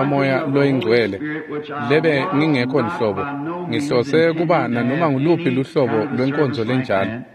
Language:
Swati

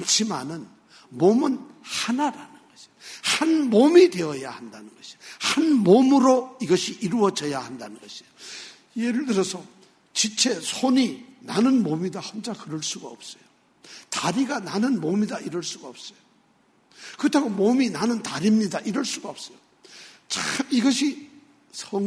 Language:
Korean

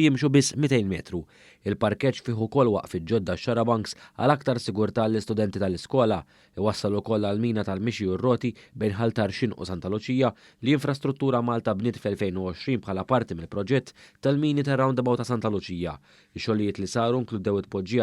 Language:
Maltese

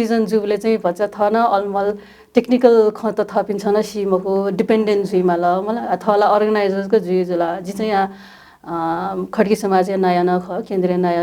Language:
Newari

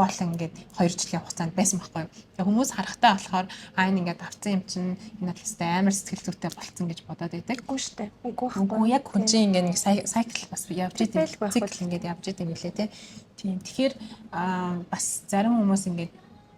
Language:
Mongolian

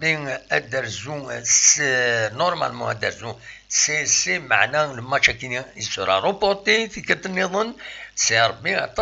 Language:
Kabyle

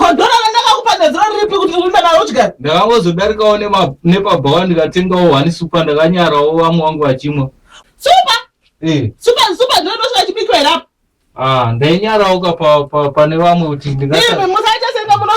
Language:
Shona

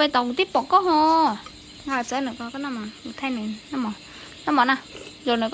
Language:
Hmong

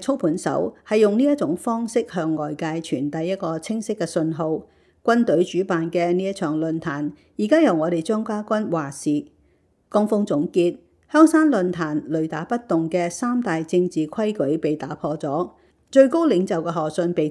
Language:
Cantonese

